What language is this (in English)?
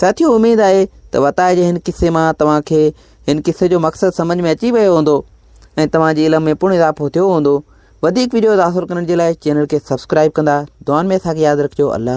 Sindhi